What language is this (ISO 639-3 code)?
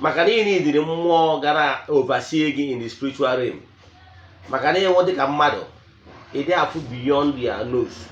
ibo